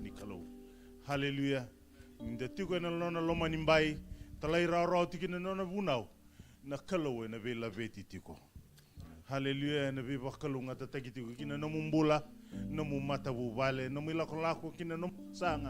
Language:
Fijian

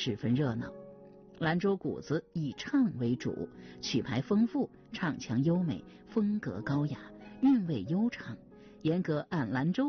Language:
Chinese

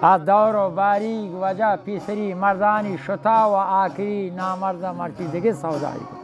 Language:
Baluchi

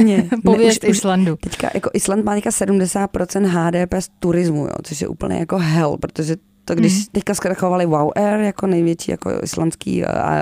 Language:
Czech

